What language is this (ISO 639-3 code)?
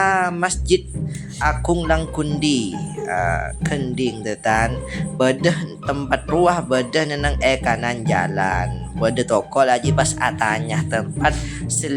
mad